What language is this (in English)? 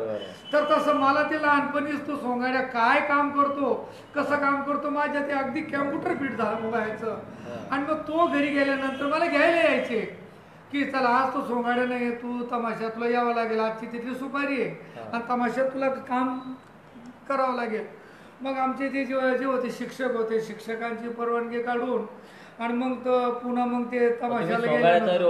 Marathi